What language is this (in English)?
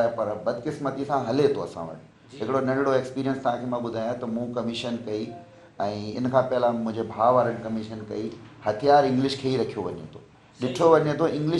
Sindhi